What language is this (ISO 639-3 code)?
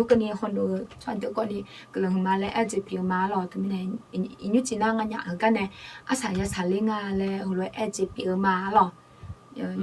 ahk